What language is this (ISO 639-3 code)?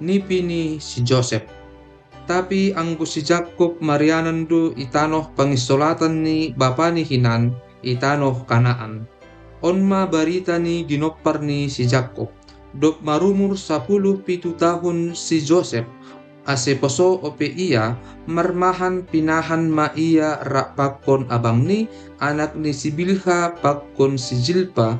bts